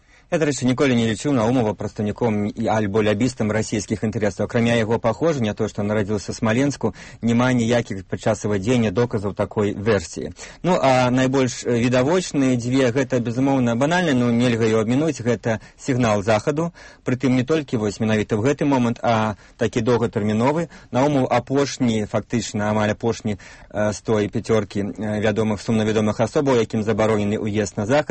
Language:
Belarusian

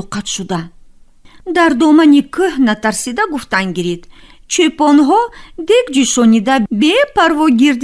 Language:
Tajik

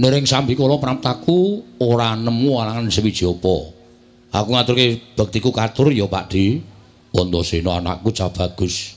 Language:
Javanese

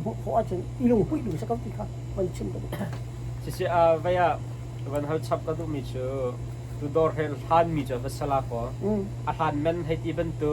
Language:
Hakha Chin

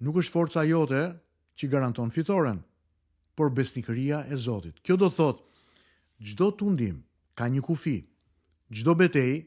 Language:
Albanian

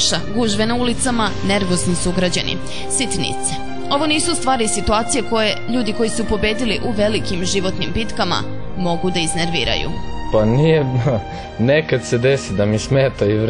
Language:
Serbian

